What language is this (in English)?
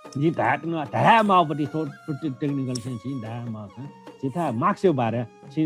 Newari